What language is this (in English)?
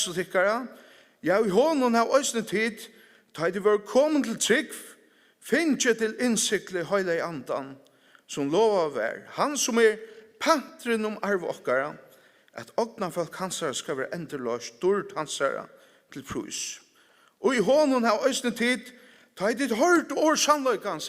Faroese